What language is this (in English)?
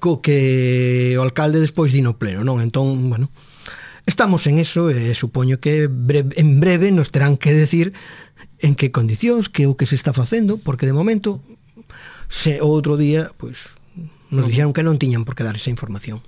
Galician